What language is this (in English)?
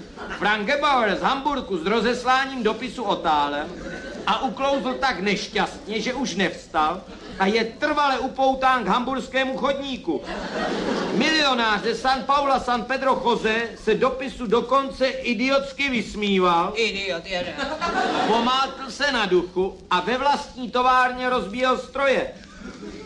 Czech